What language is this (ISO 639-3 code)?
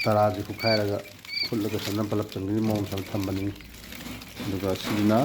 mni